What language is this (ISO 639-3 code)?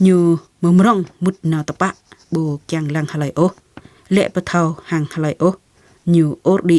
jra